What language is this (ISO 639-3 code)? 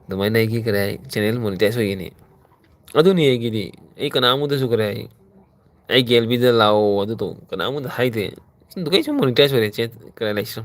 mni